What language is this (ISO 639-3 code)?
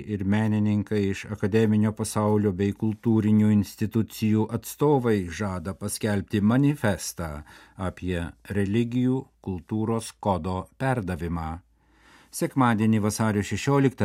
lit